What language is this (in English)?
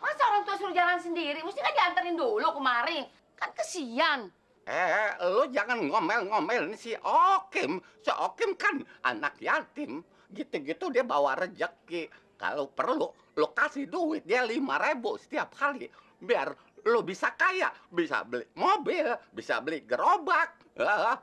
Betawi